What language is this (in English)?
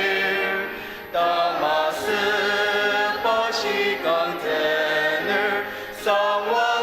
Ao Naga